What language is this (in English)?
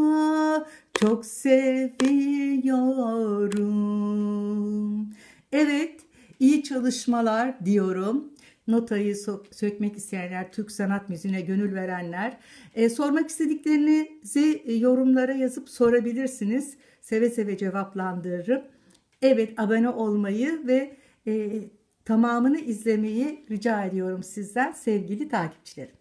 Turkish